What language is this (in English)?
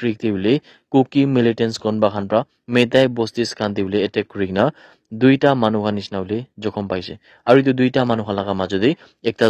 Naga Pidgin